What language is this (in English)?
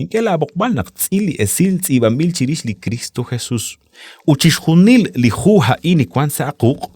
Kekchí